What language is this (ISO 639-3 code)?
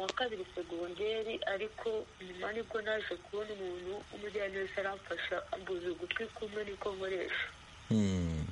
kin